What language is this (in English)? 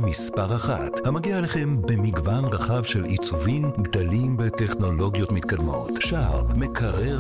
Hebrew